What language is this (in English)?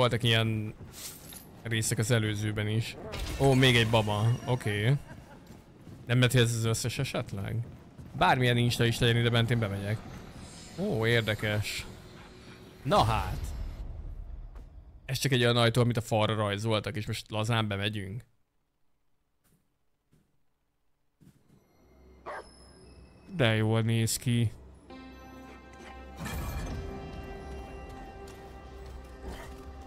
Hungarian